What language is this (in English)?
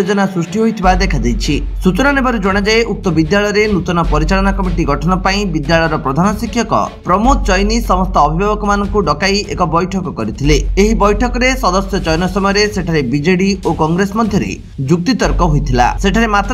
Odia